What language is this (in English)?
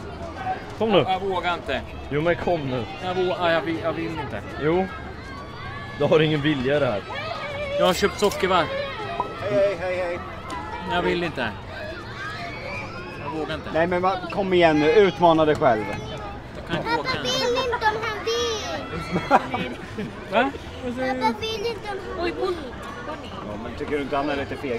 Swedish